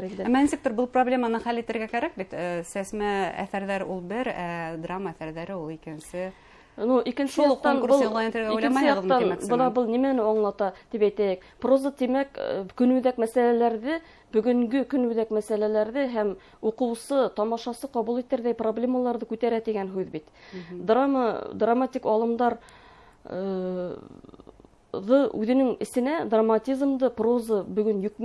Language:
Bashkir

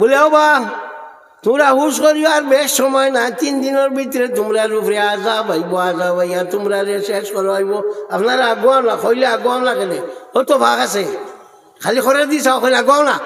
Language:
Sylheti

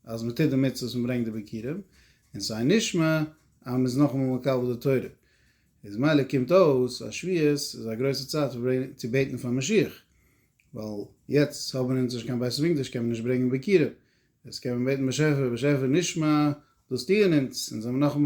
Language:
Yiddish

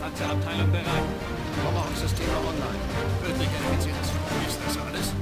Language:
Bavarian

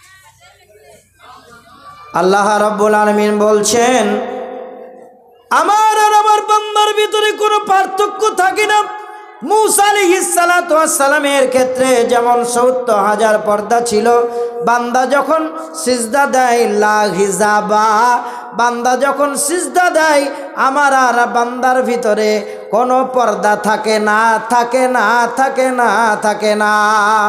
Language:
Bangla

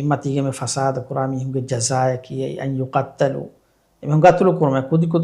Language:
Divehi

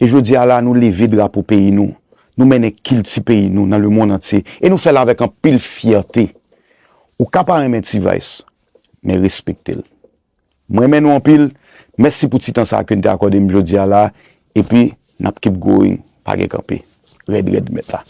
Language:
Haitian Creole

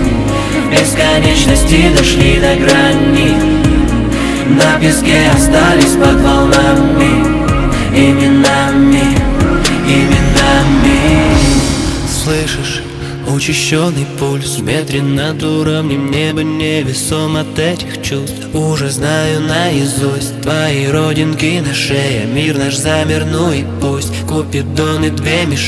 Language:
Russian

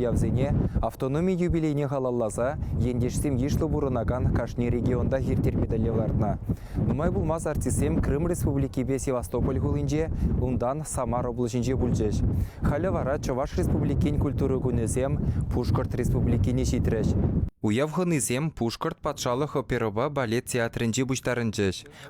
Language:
Chuvash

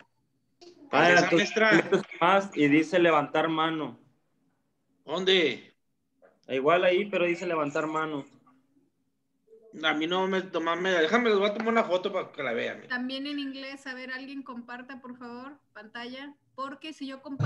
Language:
Spanish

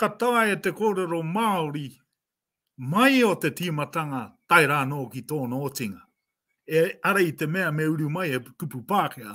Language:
Māori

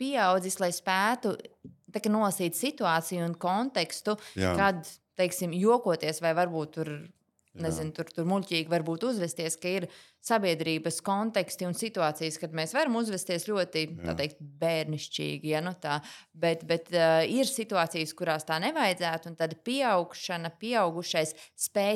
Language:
Latvian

